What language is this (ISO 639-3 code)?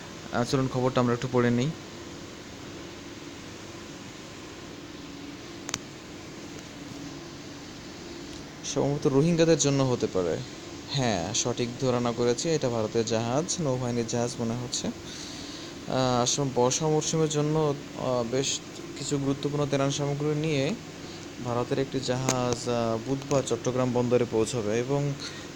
ben